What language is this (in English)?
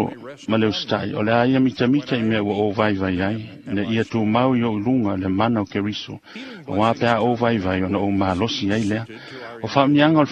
Samoan